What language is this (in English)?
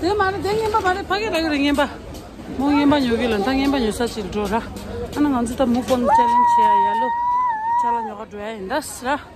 Tibetan